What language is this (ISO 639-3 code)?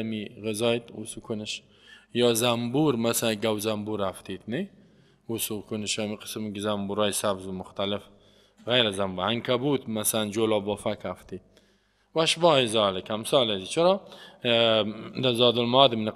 fas